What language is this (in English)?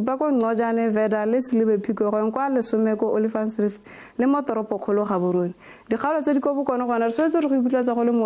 Tswana